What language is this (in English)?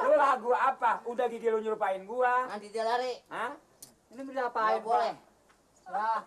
Betawi